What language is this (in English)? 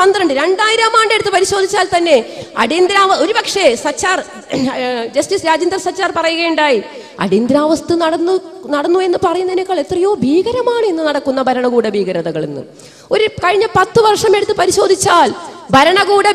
Malayalam